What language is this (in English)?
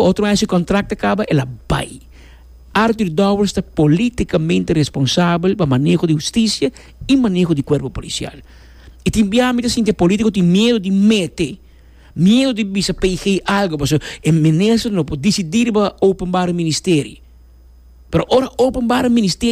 Papiamento